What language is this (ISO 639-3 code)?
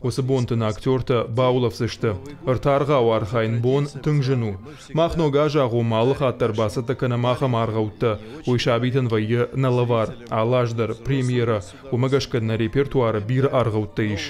oss